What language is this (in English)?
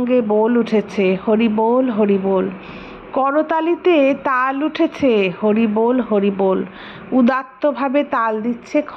Bangla